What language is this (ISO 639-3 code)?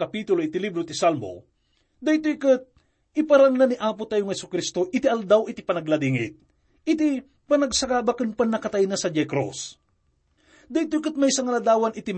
ilo